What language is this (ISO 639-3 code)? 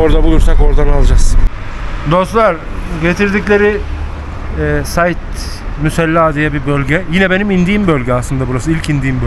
tur